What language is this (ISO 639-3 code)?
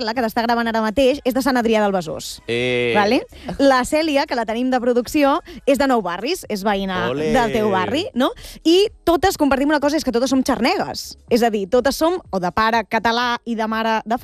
cat